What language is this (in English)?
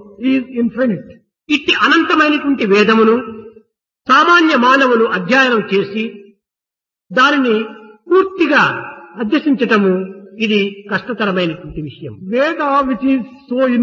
Telugu